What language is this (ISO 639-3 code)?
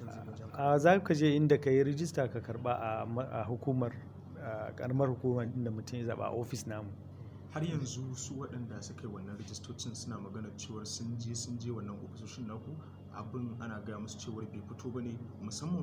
hau